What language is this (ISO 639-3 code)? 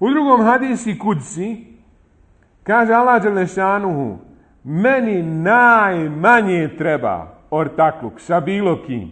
bos